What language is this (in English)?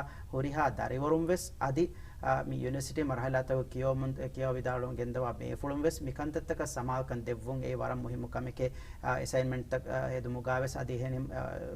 Divehi